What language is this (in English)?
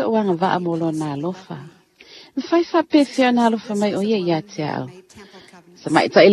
Samoan